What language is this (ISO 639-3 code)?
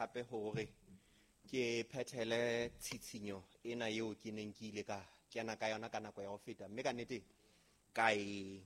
sot